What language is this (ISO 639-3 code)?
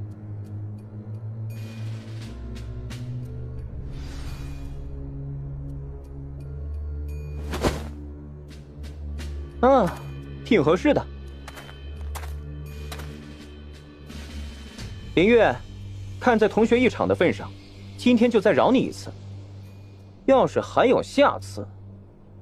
zho